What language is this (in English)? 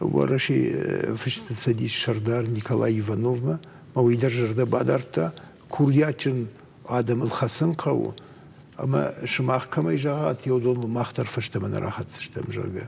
Ossetic